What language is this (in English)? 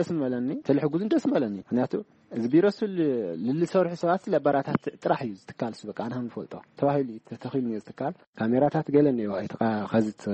Tigrinya